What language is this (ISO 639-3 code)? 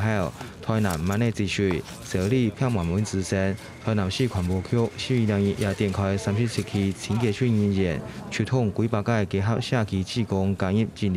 hak